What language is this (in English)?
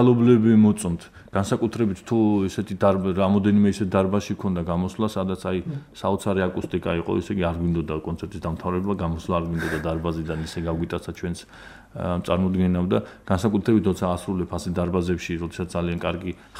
Georgian